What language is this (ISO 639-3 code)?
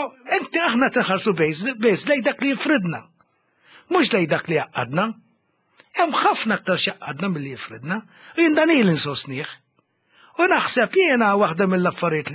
mlt